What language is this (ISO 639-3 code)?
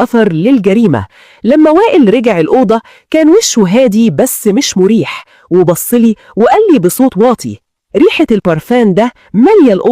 arz